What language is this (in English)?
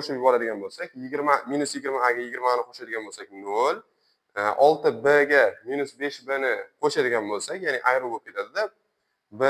Uzbek